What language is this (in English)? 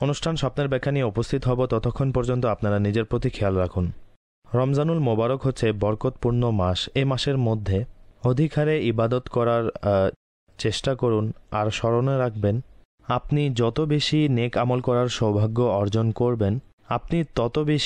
Bangla